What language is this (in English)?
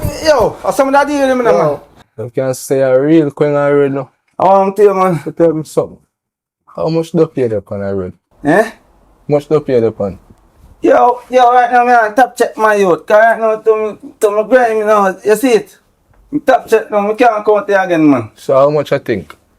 Jamaican Creole English